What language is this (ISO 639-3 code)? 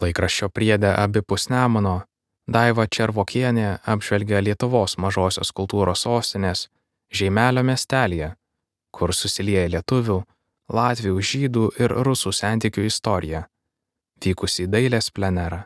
lit